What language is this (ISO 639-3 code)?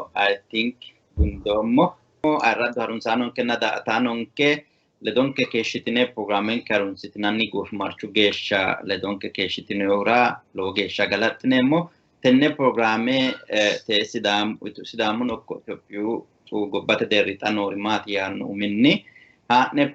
sid